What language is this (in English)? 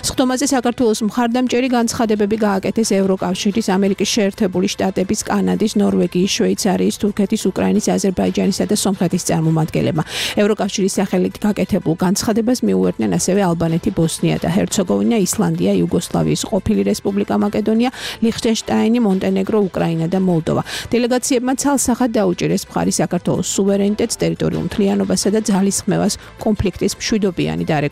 Georgian